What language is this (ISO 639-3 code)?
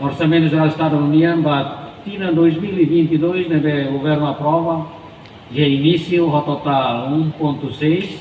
tet